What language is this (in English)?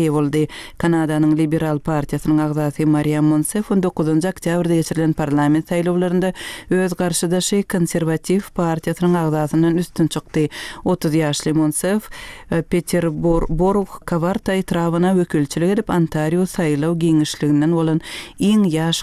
Turkmen